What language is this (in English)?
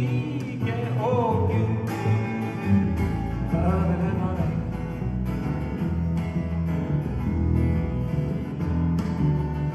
Swedish